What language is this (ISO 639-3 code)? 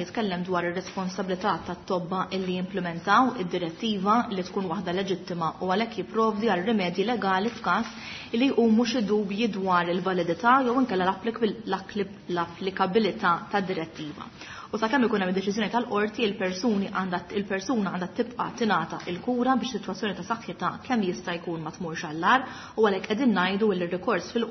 mlt